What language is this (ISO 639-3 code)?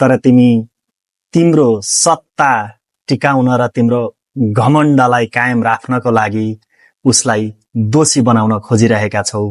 nep